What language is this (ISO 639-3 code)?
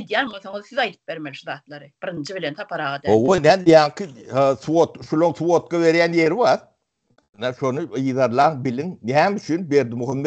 tuk